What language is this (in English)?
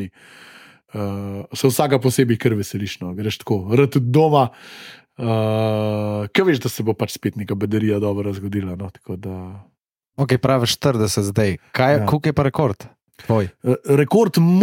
Slovenian